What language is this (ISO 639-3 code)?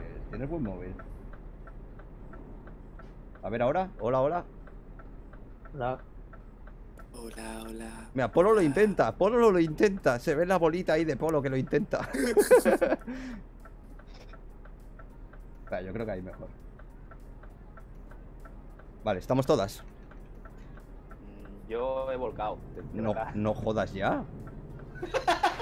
spa